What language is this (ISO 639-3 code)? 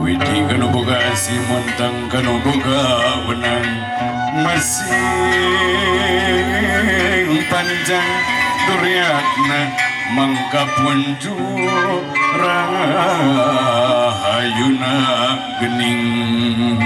sun